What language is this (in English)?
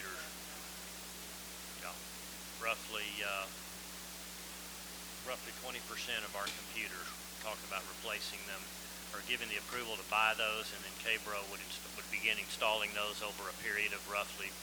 English